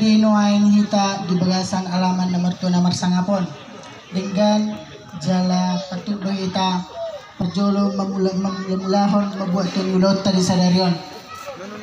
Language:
Batak Toba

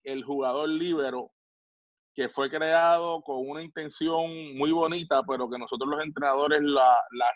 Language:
Spanish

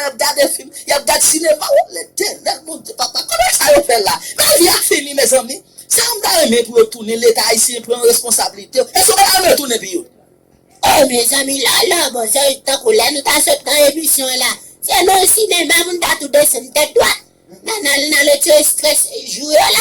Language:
Haitian Creole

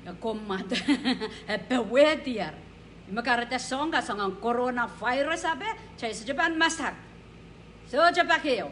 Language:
Pohnpeian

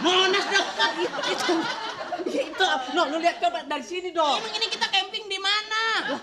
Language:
Betawi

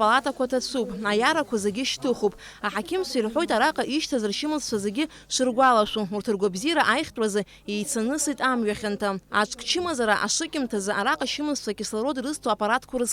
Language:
Abkhazian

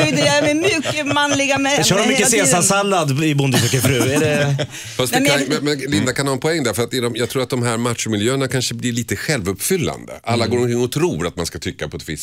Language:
Swedish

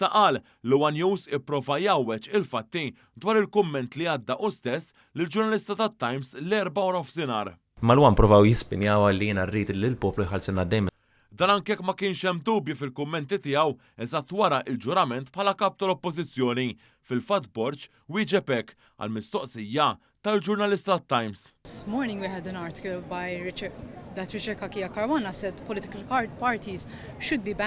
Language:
Maltese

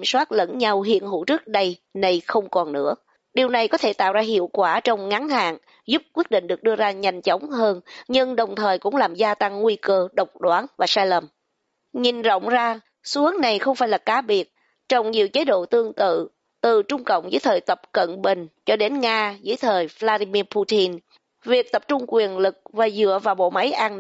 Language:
Vietnamese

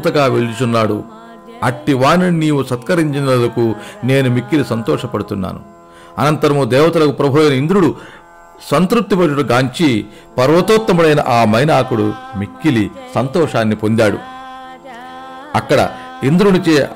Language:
Telugu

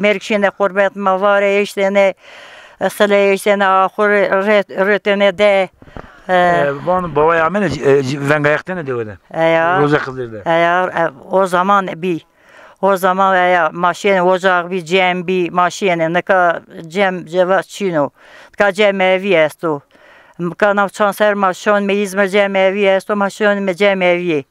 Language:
Zaza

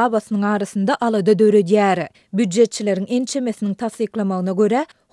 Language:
Turkmen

